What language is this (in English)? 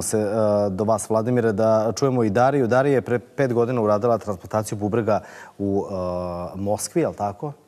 Serbian